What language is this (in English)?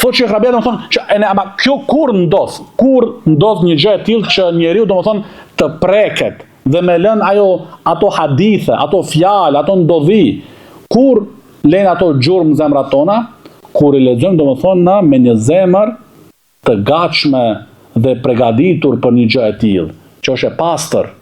Albanian